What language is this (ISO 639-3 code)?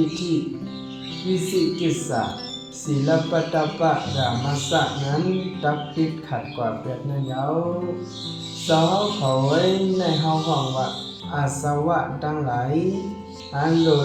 shn